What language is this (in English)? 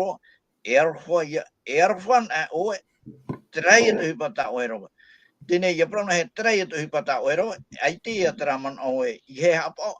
Tahitian